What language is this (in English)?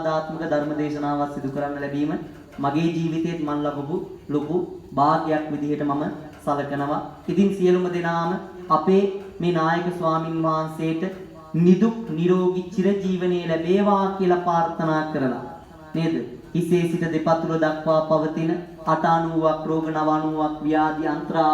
Sinhala